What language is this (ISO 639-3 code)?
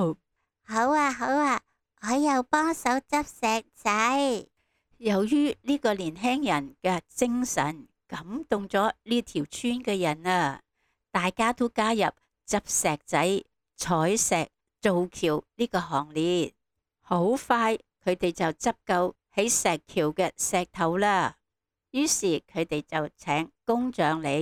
yue